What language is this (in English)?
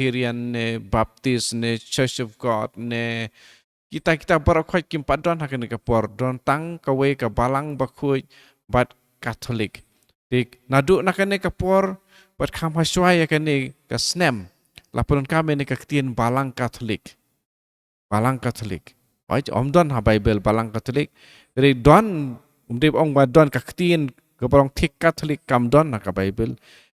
Khasi